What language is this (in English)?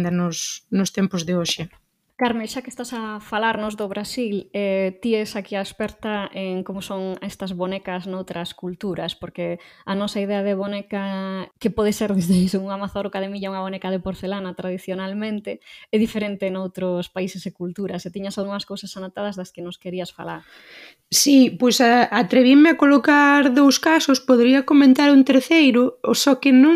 Galician